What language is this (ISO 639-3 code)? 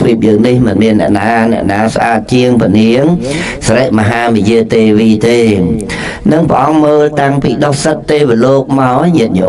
khm